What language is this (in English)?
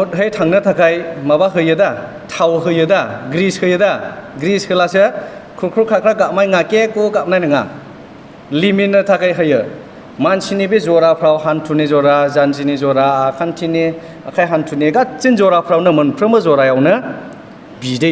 Bodo